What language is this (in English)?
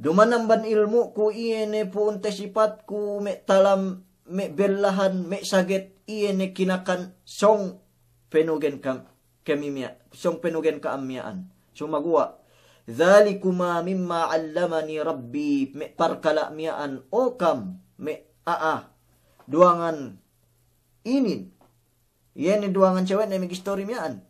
Yakan